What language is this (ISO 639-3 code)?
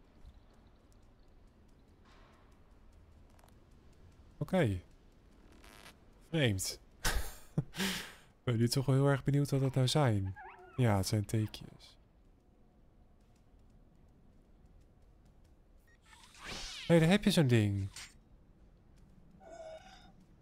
nld